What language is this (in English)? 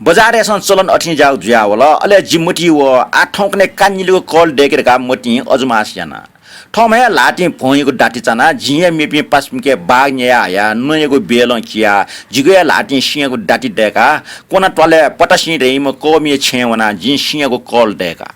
Newari